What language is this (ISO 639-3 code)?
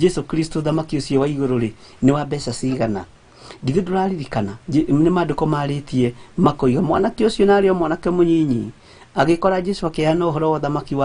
kik